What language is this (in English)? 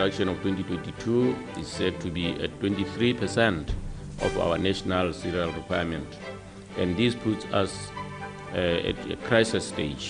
Tswana